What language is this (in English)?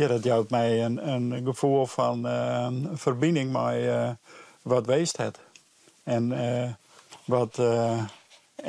Western Frisian